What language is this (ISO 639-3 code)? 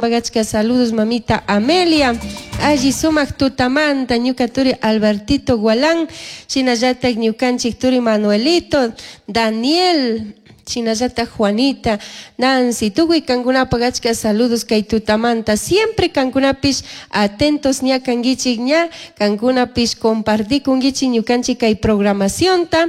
qug